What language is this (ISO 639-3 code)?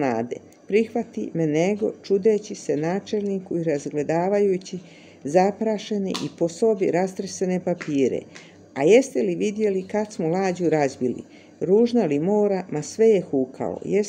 hrv